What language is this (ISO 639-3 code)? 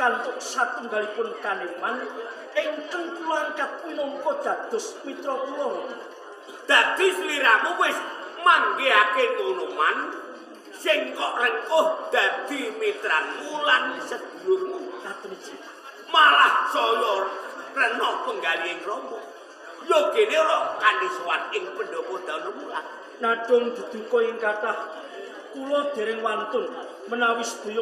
jav